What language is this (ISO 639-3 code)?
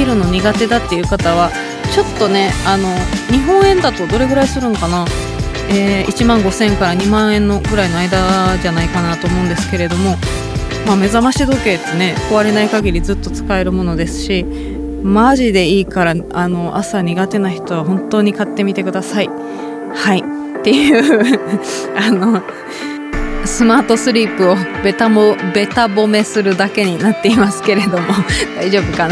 jpn